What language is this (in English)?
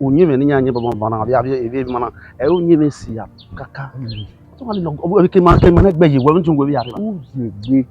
Bini